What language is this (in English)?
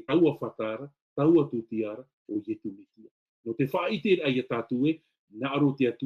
Tahitian